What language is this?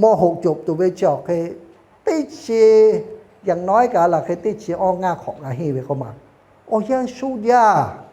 Lahu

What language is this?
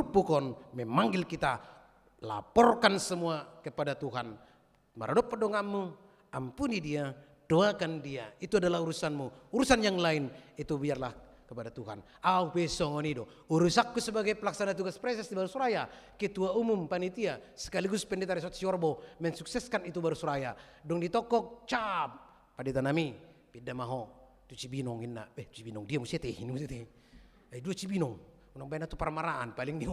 Batak Toba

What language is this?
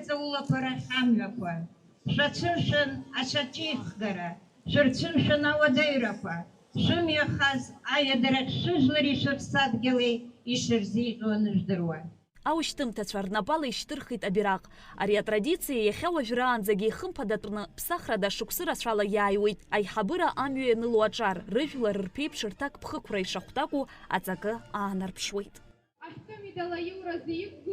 Abkhazian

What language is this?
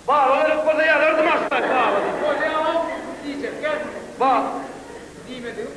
Turkmen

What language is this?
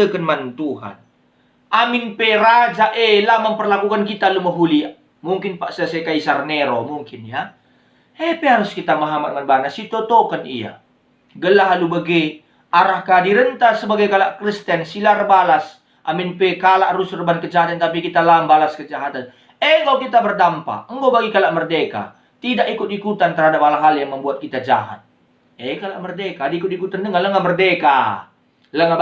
Batak Karo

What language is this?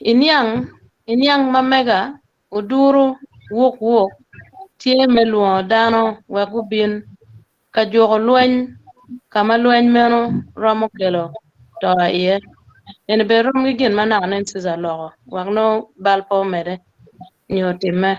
Acoli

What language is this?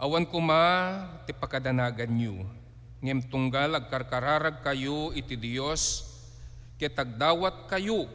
Iloko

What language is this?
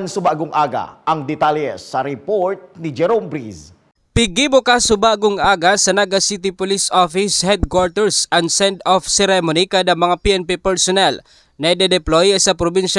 Bikol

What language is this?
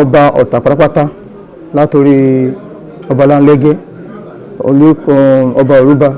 Yoruba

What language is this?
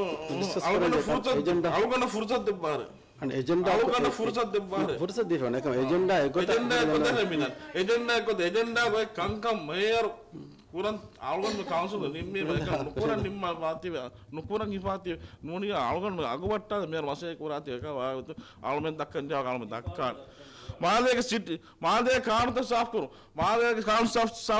Divehi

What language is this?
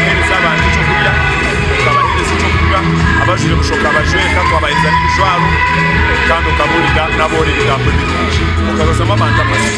Nyankole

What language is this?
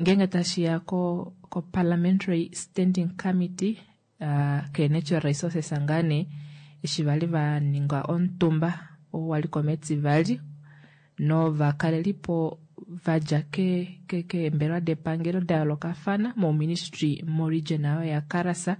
Kuanyama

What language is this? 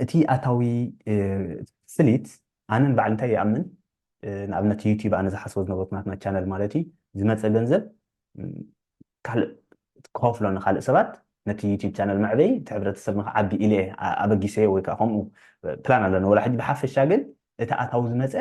Tigrinya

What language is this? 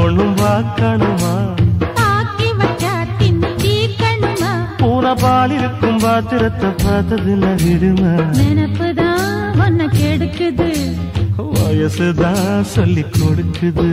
Tamil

